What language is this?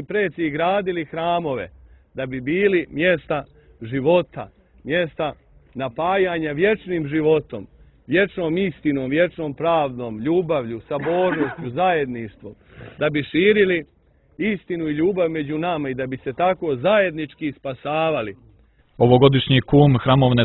Serbian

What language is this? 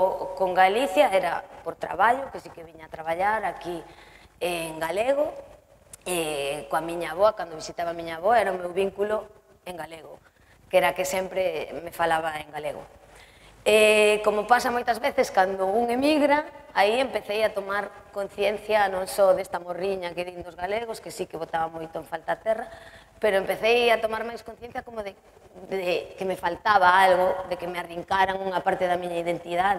Galician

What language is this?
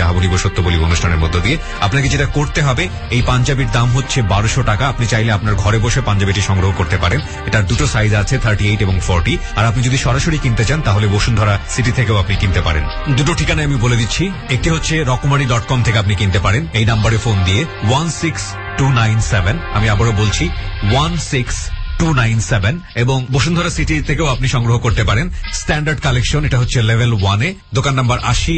Bangla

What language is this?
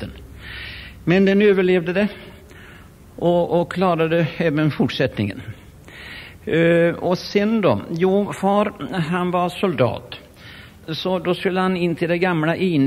Swedish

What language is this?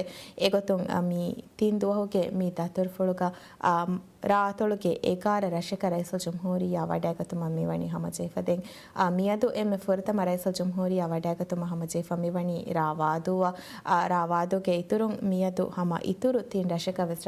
Divehi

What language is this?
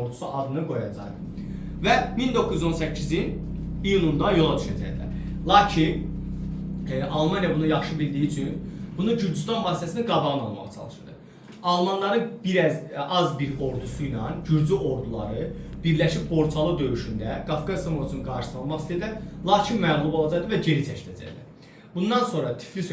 Azerbaijani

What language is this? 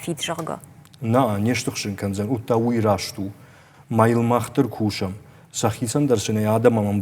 Ossetic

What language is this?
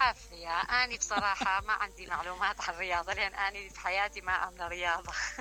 Mesopotamian Arabic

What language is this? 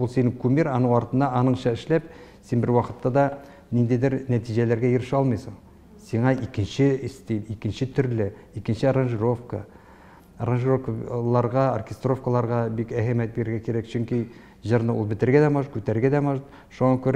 Tatar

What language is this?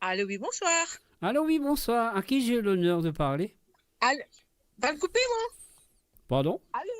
Morisyen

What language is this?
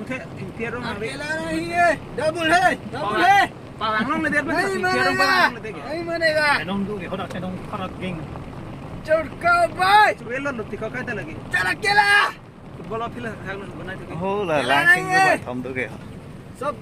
Karbi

